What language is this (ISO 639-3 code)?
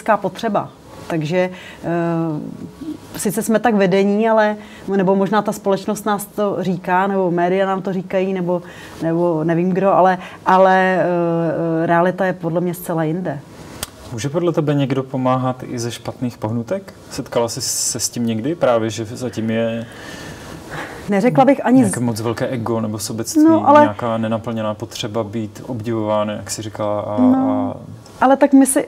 ces